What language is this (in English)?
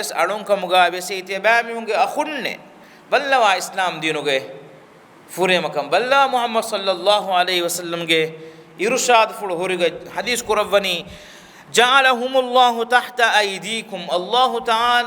Divehi